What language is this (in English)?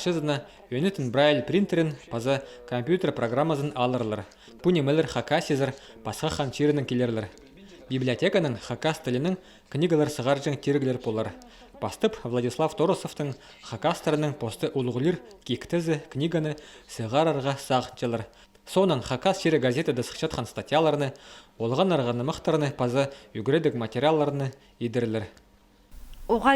Khakas